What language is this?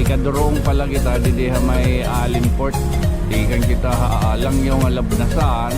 Waray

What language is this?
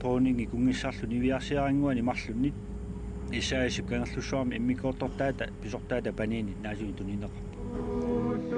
Kalaallisut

